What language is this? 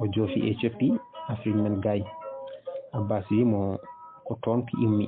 Fula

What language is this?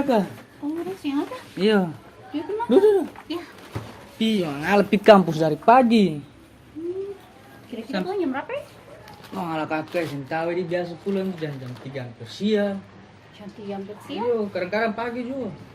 Ambonese Malay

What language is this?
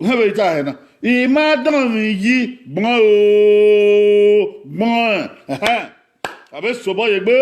Bini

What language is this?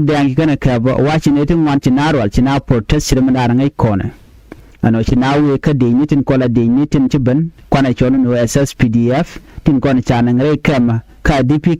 Nuer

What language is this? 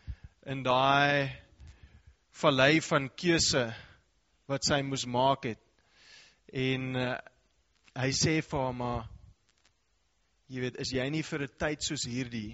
Afrikaans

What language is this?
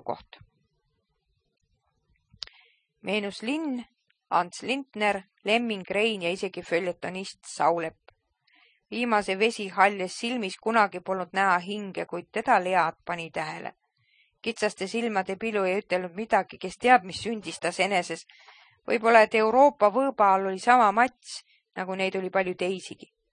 Estonian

